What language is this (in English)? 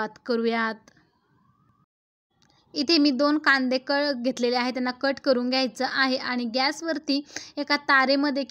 Marathi